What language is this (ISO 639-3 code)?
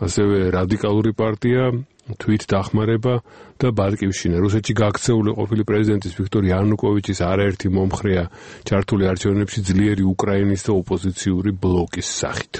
kat